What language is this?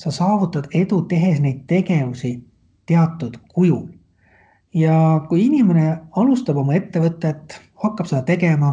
Estonian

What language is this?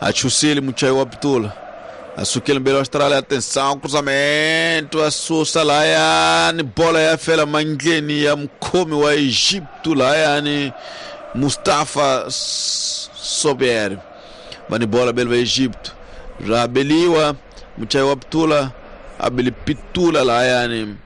Tsonga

